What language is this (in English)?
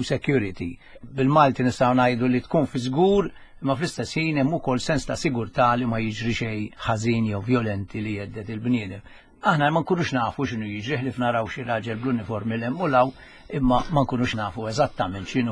Maltese